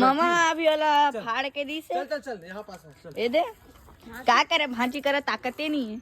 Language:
Chhattisgarhi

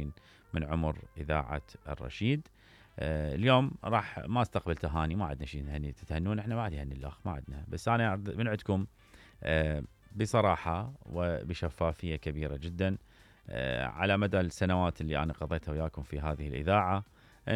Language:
Mesopotamian Arabic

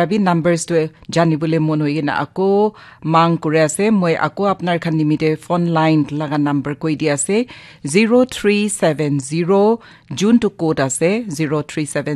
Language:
Naga Pidgin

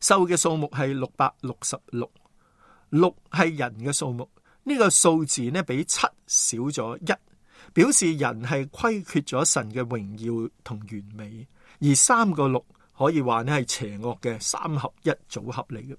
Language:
Cantonese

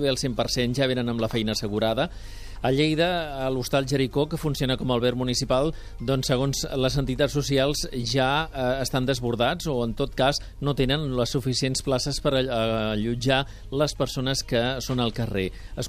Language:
Catalan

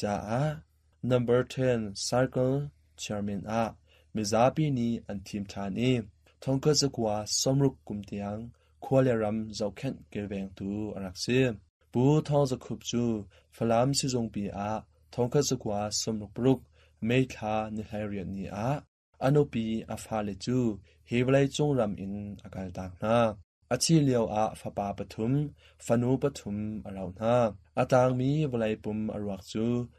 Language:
Hakha Chin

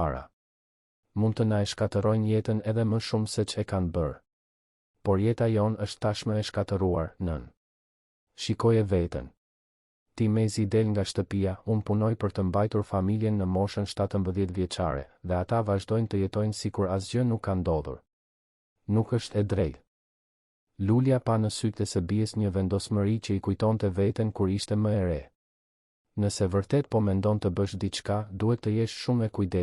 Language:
Albanian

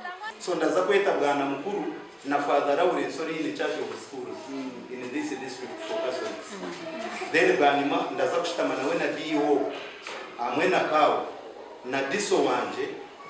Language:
Nyankole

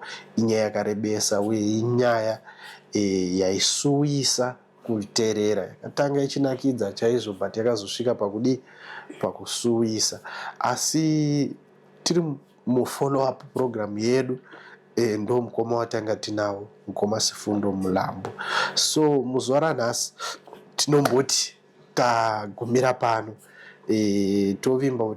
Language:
Shona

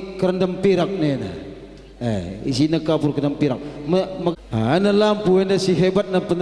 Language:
Batak Karo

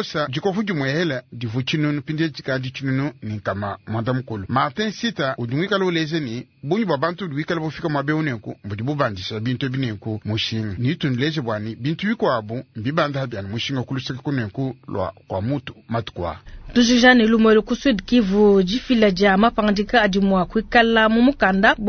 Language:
Luba-Lulua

